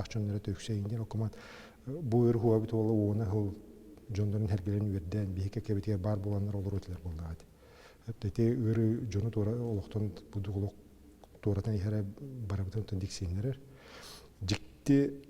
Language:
Yakut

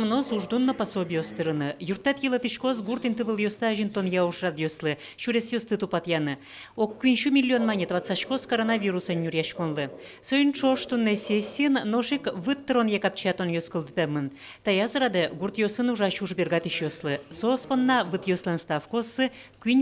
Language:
Udmurt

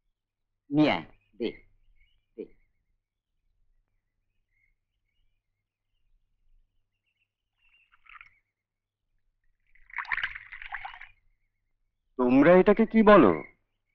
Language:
Bangla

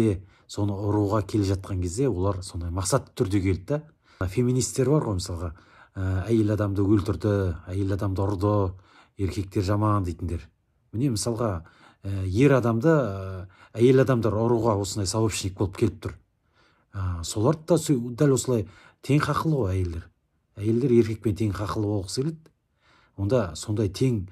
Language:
Kazakh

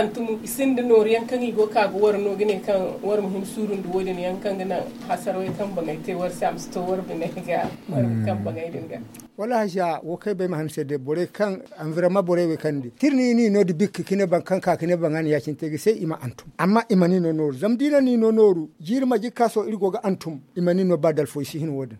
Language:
Zarma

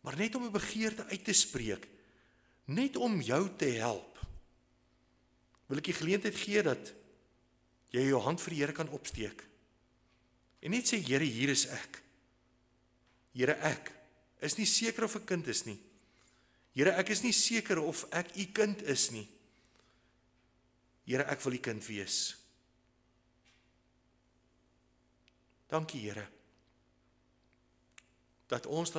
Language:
Afrikaans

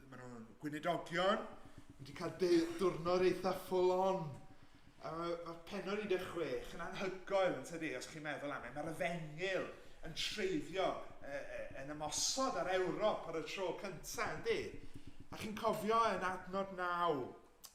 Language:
Welsh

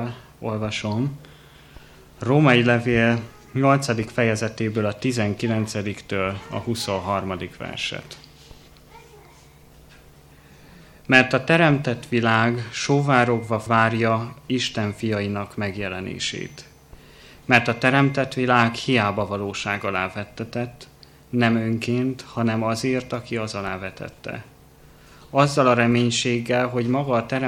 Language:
Hungarian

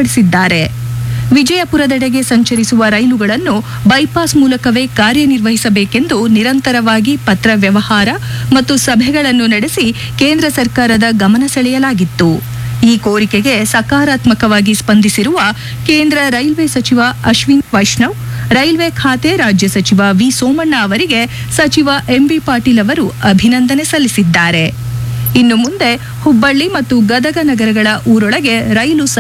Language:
Kannada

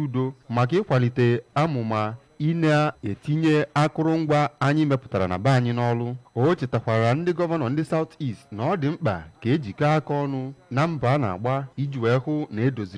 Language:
Igbo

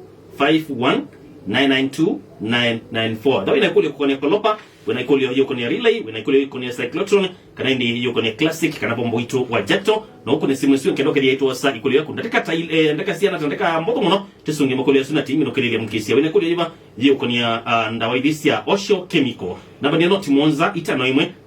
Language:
Kamba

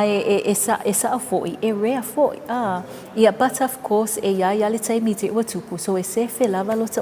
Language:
Samoan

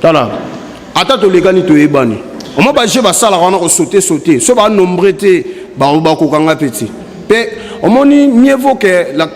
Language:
Lingala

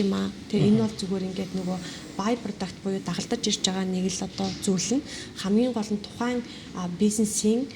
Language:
Mongolian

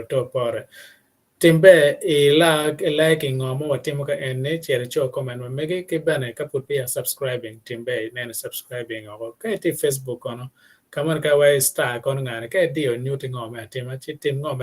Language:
Acoli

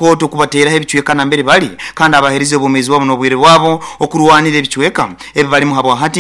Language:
Nyoro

